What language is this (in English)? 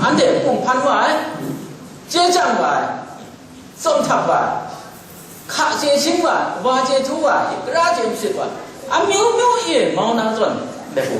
Kachin